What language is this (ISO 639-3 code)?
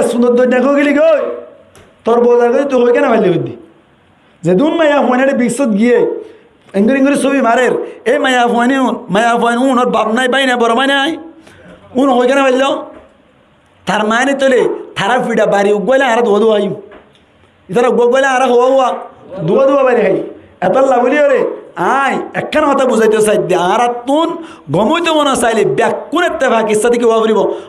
rhg